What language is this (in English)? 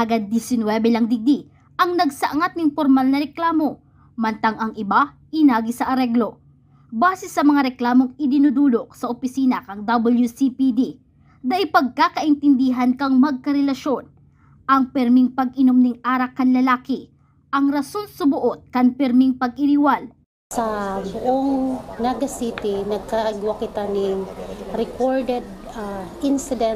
Bikol